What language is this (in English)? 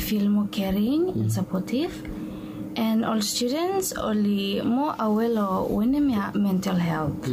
Bislama